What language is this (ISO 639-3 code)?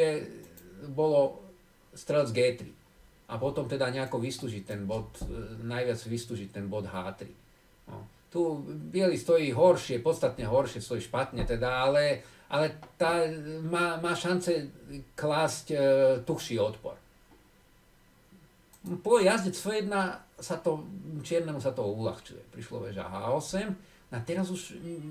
slk